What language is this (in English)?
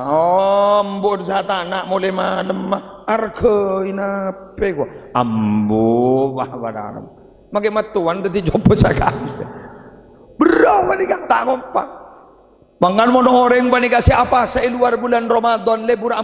Madurese